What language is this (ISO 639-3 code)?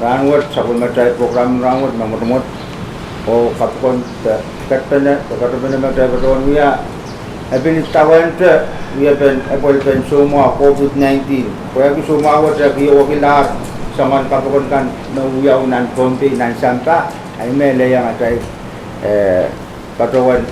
pon